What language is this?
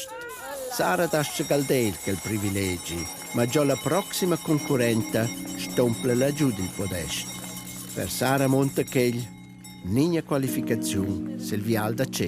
Romansh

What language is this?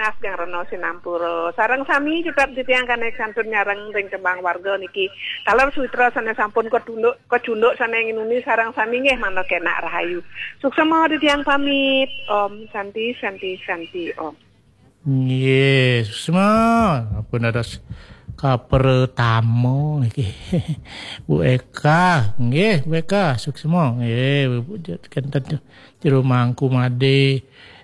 Balinese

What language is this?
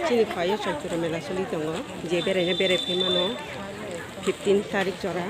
Kok Borok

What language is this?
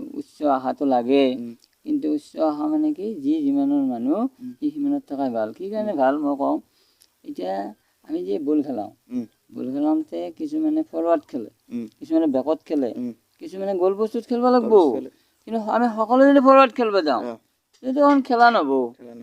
Assamese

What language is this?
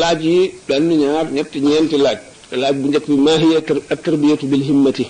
Wolof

